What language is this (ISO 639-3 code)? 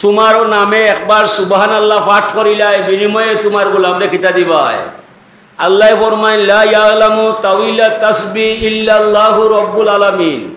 syl